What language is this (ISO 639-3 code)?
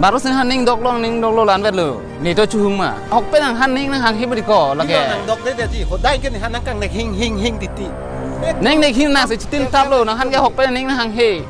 mjw